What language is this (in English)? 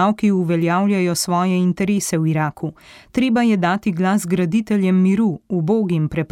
Slovenian